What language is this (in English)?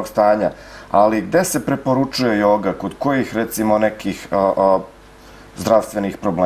Serbian